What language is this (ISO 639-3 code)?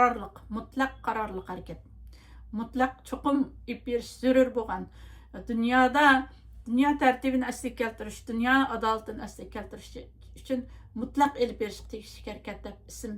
uig